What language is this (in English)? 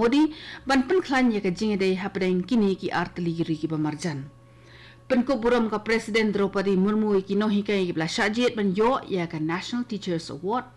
Khasi